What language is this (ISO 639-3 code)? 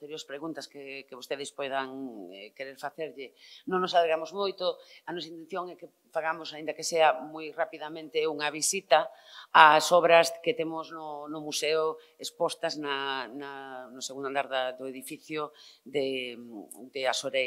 glg